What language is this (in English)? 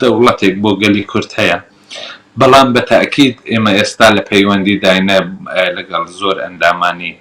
Central Kurdish